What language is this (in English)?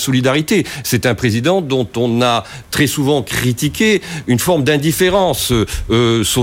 French